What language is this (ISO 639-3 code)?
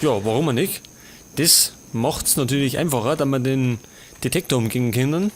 bar